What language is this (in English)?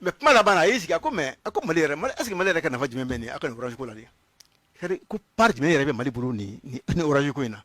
Bambara